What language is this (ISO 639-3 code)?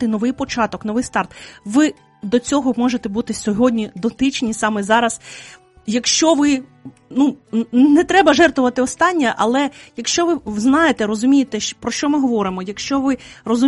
ukr